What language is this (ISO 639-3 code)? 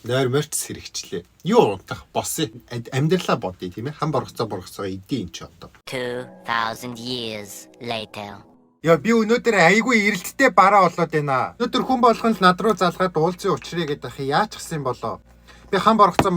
mon